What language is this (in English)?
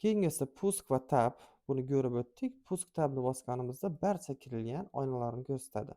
Uzbek